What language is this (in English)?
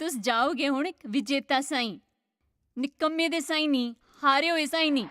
Dogri